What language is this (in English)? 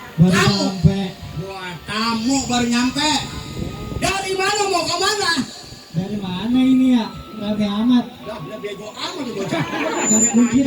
Betawi